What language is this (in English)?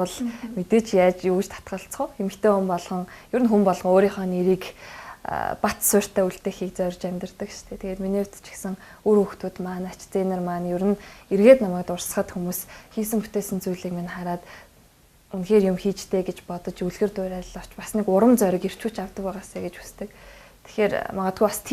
Mongolian